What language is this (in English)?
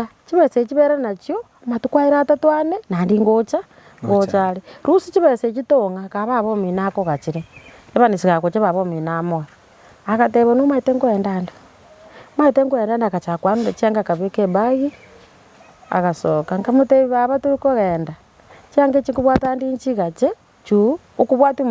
Gusii